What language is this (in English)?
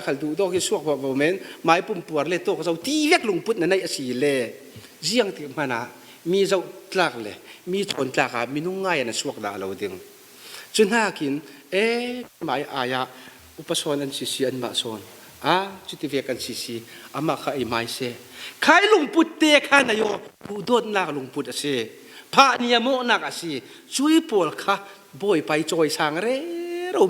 Falam Chin